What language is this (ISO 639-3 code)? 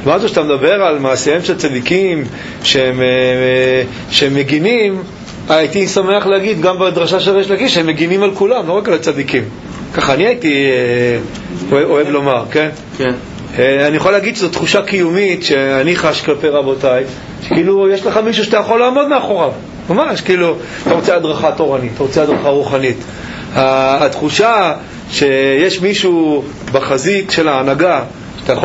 heb